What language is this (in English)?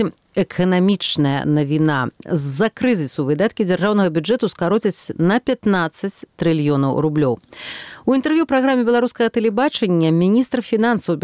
Belarusian